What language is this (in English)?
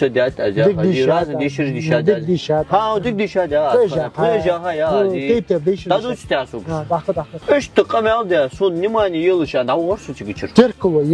Ingush